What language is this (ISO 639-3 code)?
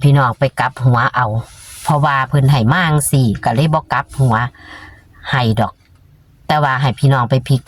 tts